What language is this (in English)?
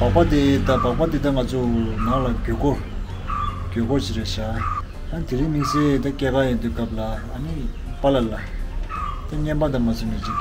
Tibetan